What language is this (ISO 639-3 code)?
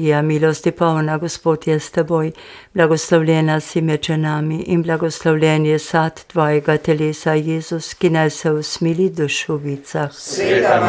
slv